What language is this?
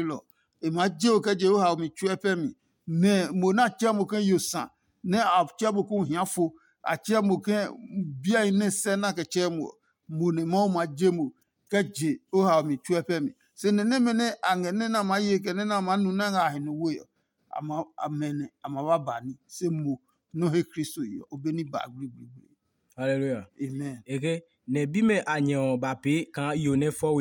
Adangme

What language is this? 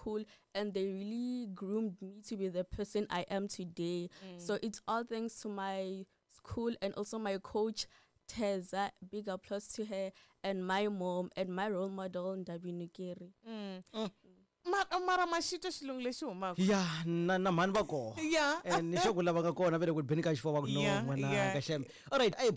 Tsonga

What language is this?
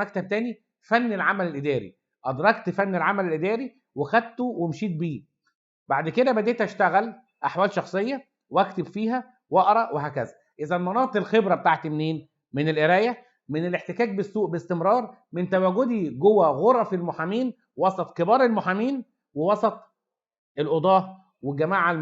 Egyptian Arabic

